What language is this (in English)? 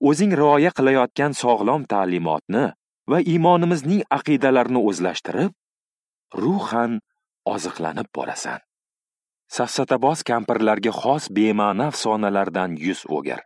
Uzbek